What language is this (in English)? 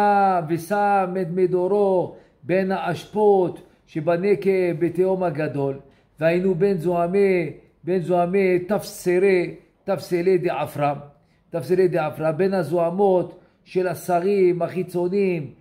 Hebrew